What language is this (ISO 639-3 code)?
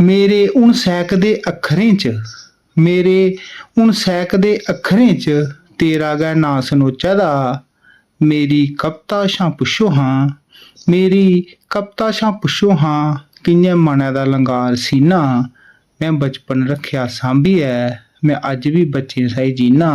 doi